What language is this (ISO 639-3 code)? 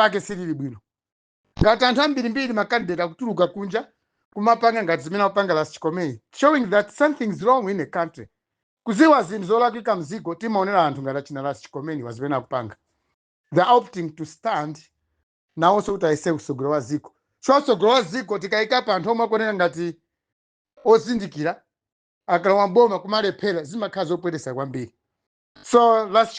nya